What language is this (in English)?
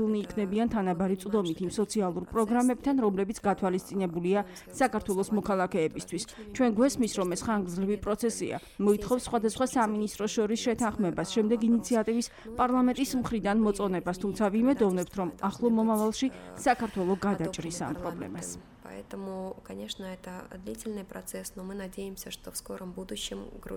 Georgian